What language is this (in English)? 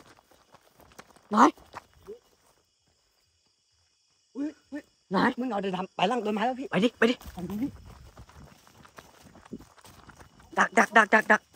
Thai